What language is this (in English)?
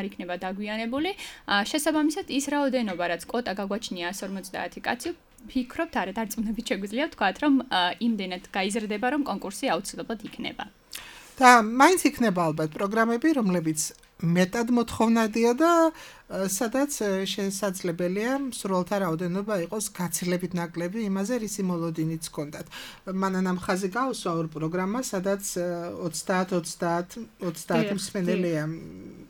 Georgian